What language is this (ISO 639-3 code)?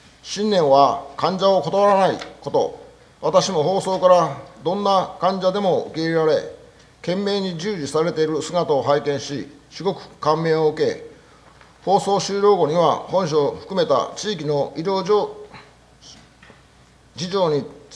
jpn